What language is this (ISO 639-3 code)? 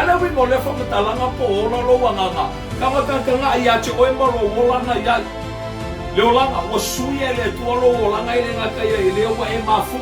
smo